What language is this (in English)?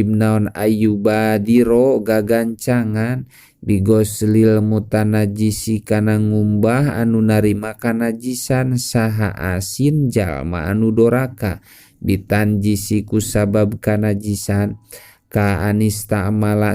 Sundanese